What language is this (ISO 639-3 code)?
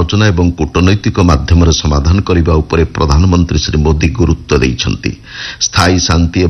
ori